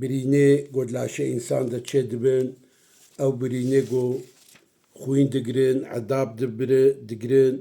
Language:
Kurdish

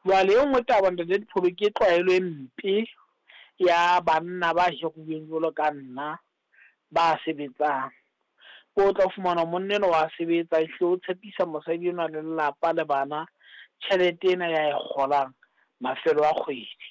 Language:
Southern Sotho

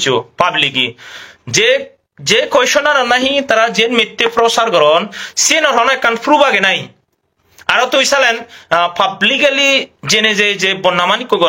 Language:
Chakma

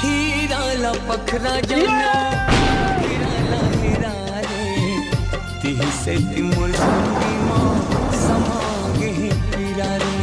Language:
Chhattisgarhi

